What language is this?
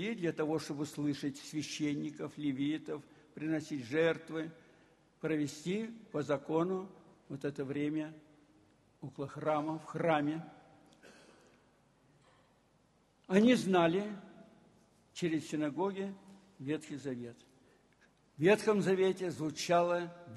Russian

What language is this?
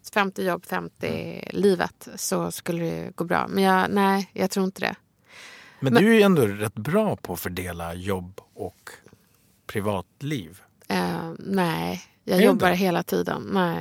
Swedish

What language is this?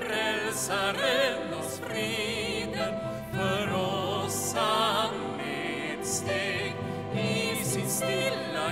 Swedish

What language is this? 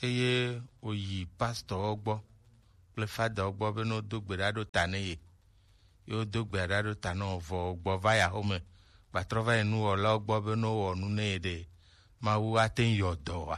Gen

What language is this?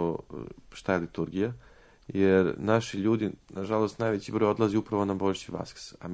Serbian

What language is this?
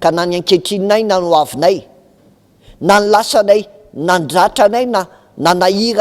Malagasy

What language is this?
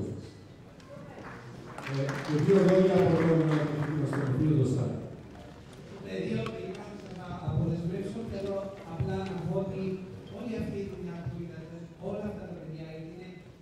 Greek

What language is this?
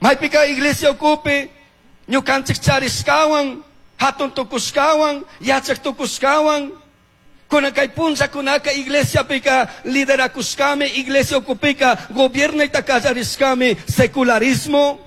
Chimborazo Highland Quichua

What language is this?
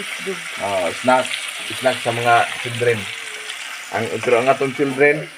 Cebuano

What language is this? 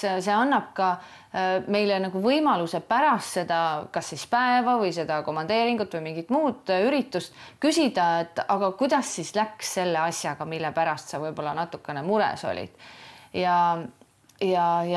Estonian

